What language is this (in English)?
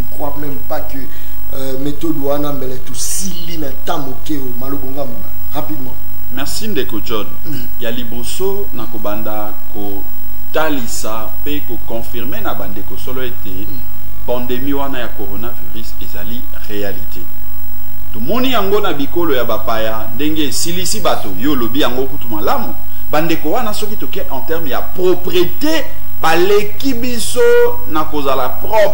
Lingala